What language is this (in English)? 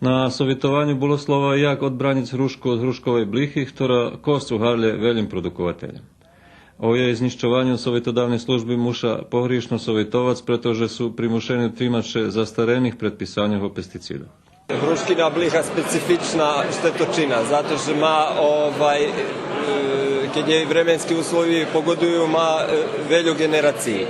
Rusyn